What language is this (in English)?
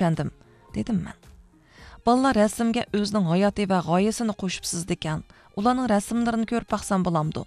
Uyghur